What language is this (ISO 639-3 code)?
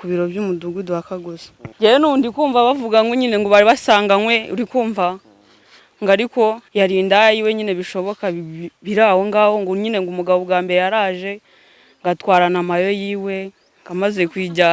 kin